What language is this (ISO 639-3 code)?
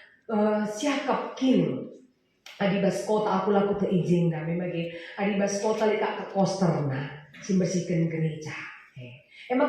btx